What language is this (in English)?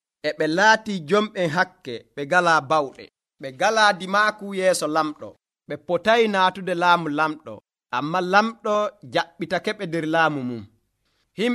Nigerian Fulfulde